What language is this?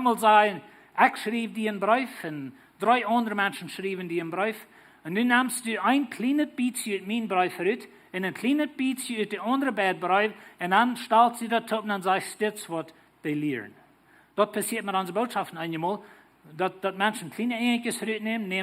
Plautdietsch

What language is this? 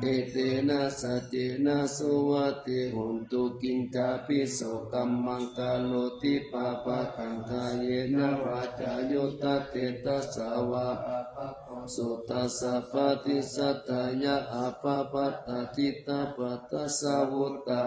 Pali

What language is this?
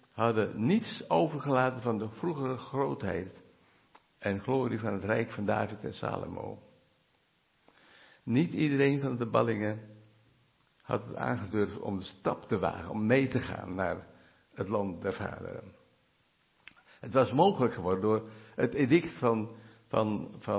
Dutch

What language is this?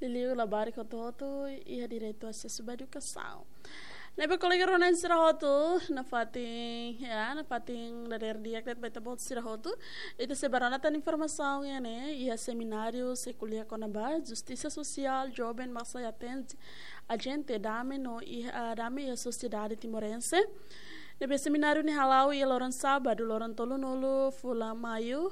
Tetum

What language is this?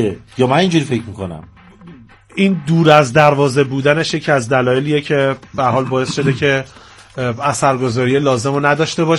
Persian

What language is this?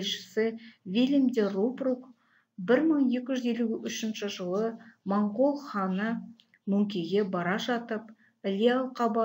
Kazakh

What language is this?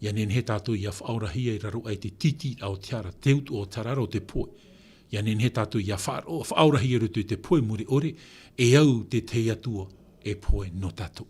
Tahitian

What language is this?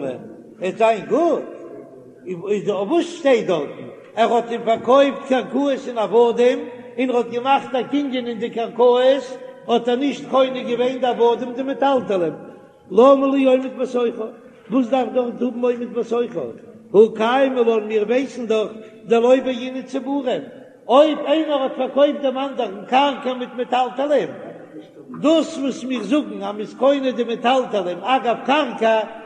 Yiddish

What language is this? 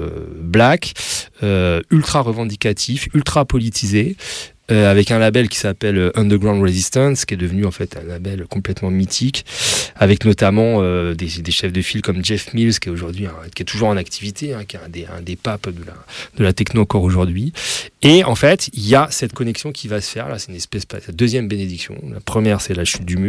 French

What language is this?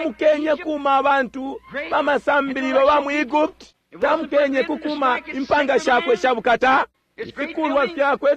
Bemba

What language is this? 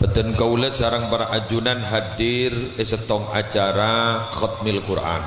Madurese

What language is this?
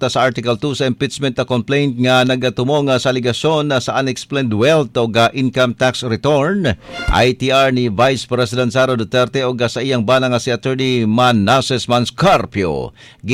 Cebuano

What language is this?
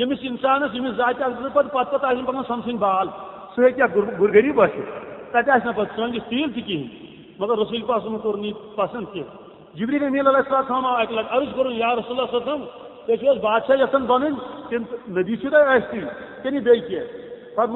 Kashmiri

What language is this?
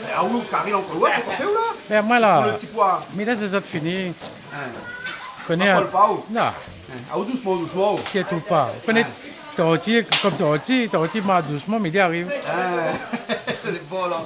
Réunion Creole French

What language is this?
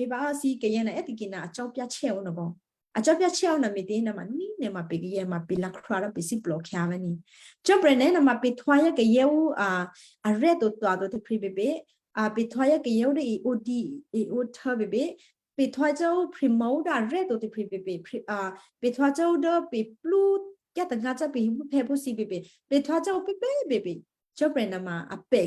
Western Kayah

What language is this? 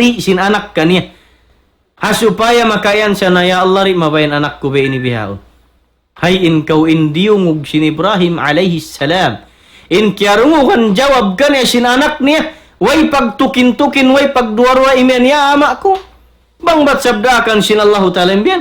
Tausug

